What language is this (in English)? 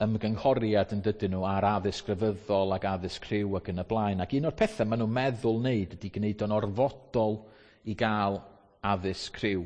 Welsh